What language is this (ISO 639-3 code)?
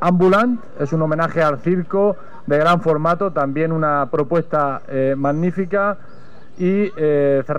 spa